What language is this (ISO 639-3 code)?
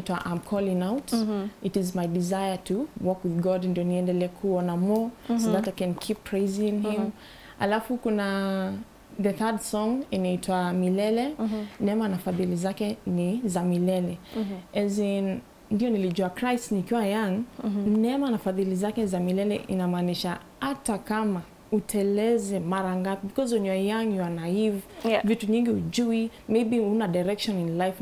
swa